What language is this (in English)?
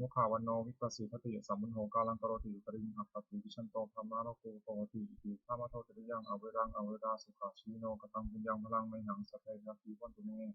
Pali